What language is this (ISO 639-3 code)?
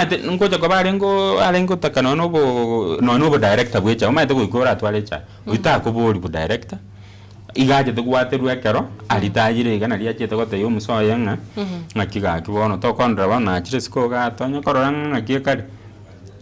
guz